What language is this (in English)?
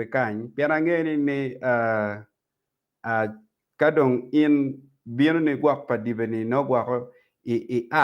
Acoli